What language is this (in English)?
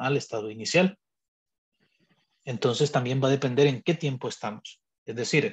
Spanish